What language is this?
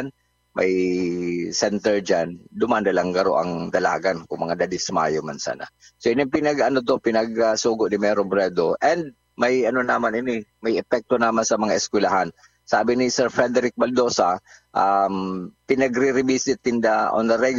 Bikol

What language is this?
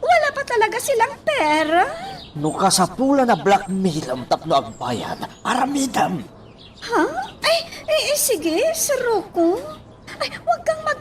Iloko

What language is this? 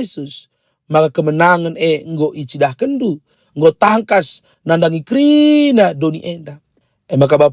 Batak Karo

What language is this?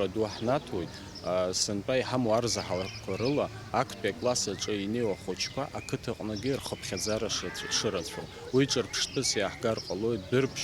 Abkhazian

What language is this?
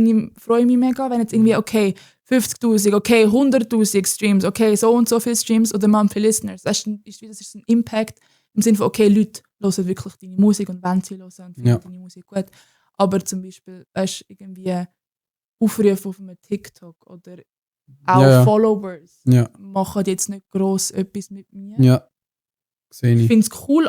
Swiss German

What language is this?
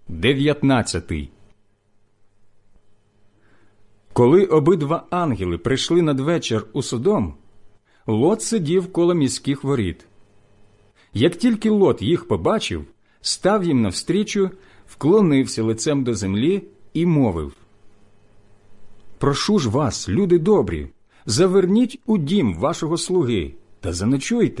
Ukrainian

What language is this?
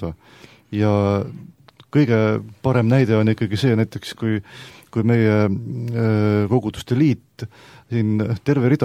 Estonian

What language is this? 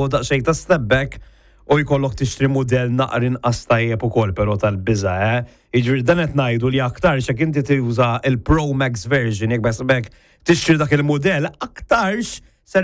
Maltese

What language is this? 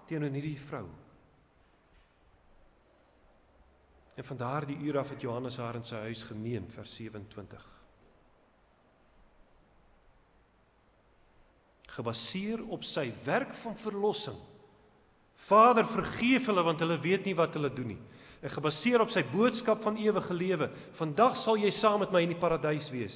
Afrikaans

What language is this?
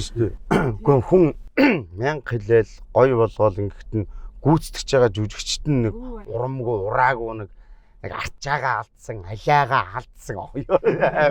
Mongolian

